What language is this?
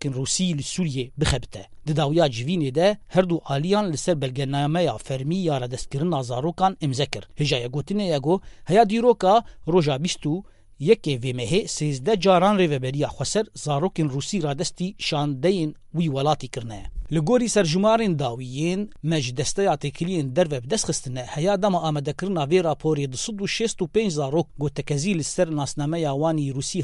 Kurdish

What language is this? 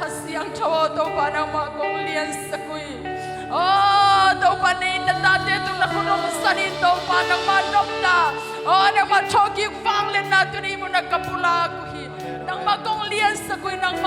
Tedim Chin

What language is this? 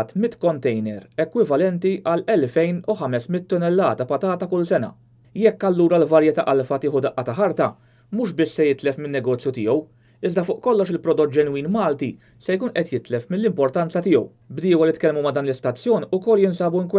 Maltese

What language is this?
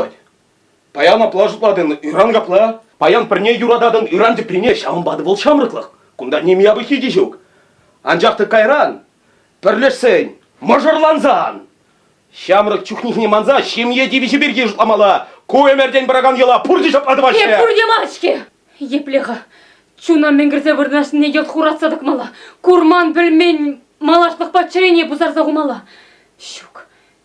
Chuvash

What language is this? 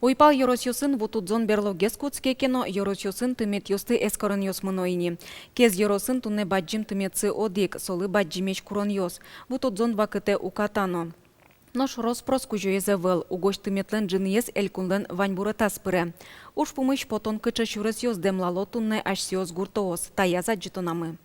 Udmurt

